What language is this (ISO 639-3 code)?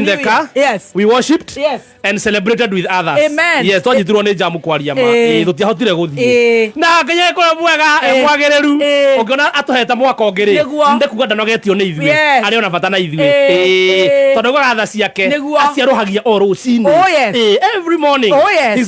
kik